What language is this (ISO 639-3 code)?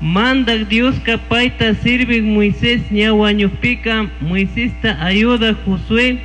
qug